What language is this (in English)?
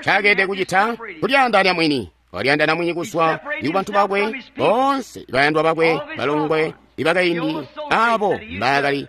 Tonga (Zambia)